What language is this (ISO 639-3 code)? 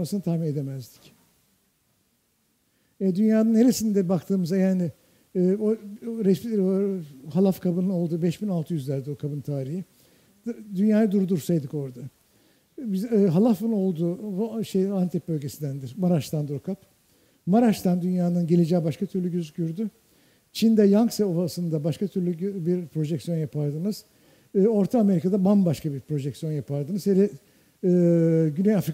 tur